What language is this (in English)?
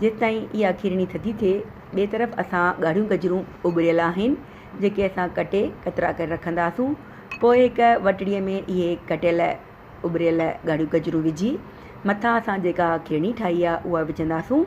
Sindhi